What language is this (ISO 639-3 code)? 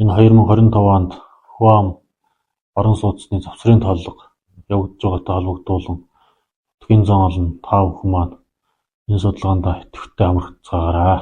mon